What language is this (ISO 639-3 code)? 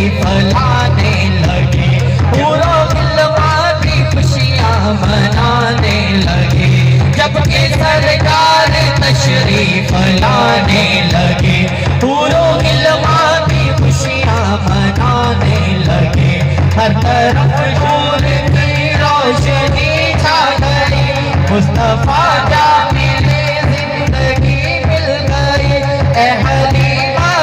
skr